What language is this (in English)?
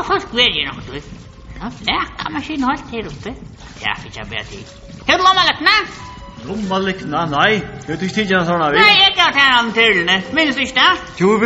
Faroese